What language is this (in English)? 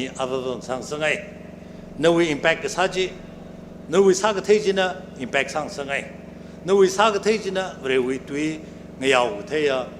Tangkhul Naga (India)